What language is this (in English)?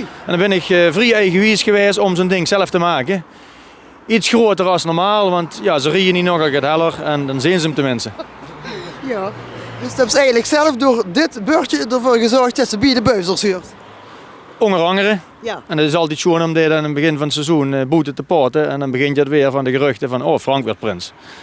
Limburgish